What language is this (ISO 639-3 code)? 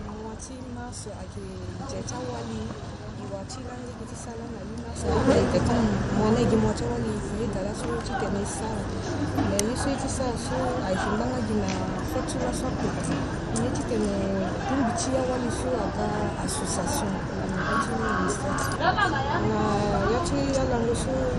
sag